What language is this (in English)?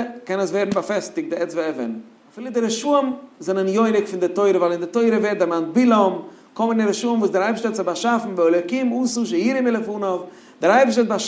Yiddish